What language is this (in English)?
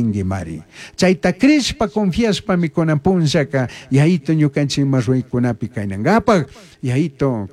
Chimborazo Highland Quichua